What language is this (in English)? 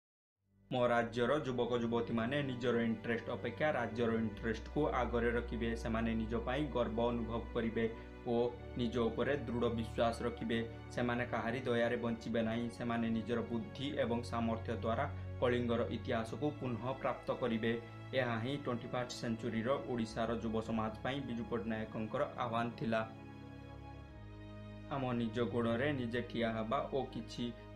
Odia